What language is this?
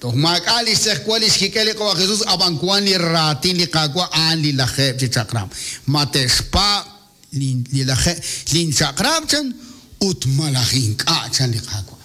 Kekchí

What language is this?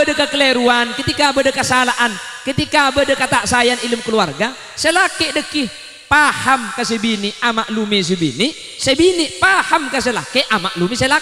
Madurese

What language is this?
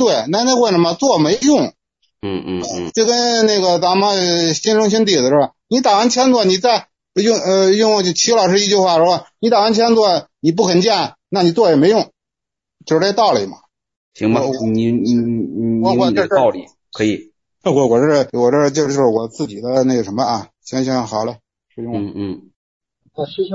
Chinese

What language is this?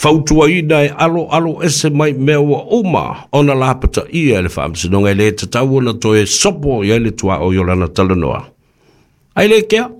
Samoan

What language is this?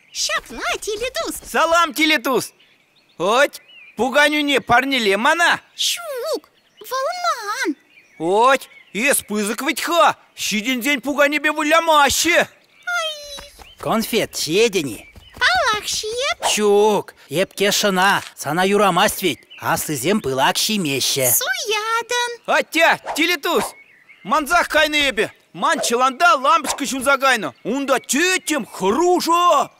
Chuvash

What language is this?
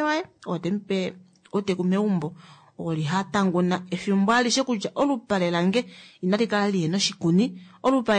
Kuanyama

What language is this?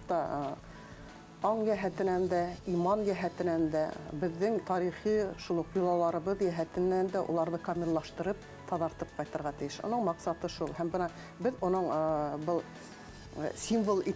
Bashkir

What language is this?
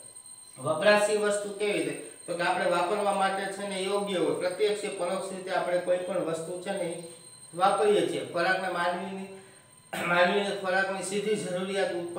Gujarati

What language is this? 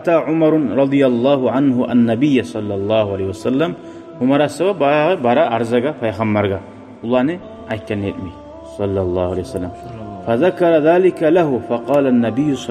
Kumyk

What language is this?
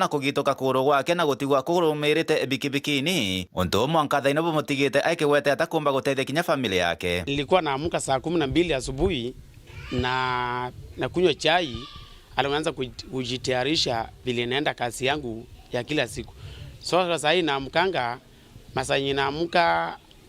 Meru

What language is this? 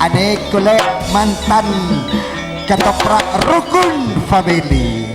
Madurese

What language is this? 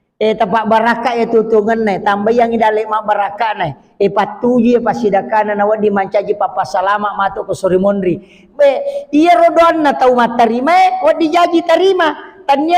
Buginese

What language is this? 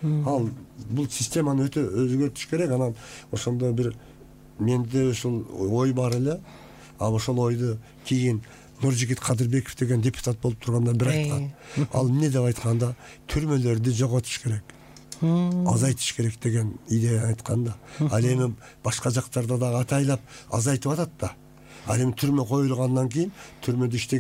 Kyrgyz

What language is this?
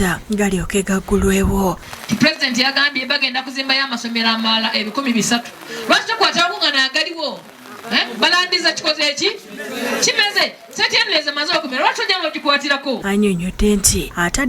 Ganda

